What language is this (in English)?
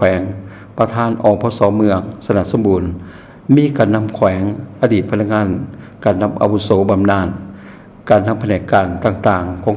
Lao